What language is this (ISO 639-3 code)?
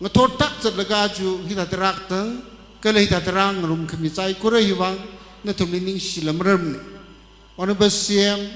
nmf